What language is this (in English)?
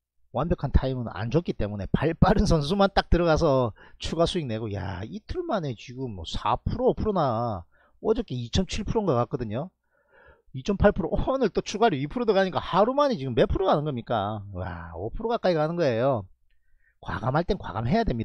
Korean